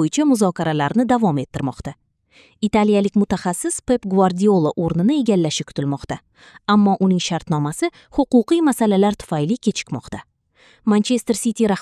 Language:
Kyrgyz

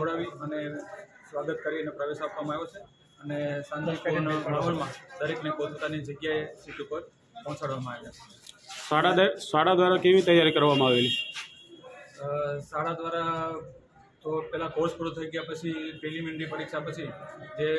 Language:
Gujarati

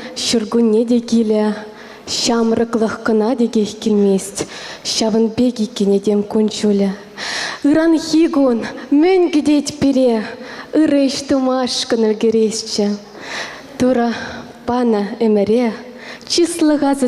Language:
Chuvash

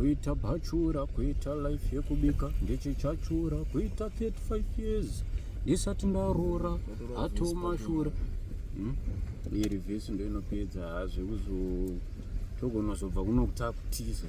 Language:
Shona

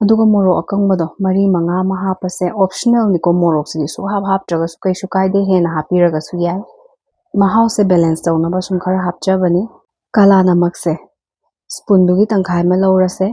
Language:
Manipuri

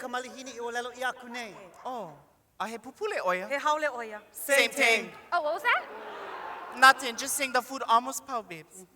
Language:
Hawaiian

